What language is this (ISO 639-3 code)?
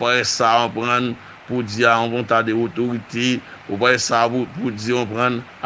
hat